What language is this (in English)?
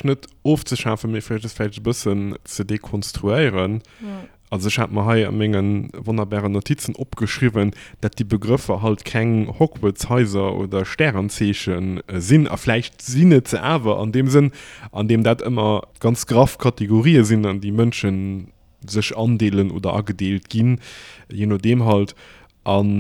Luxembourgish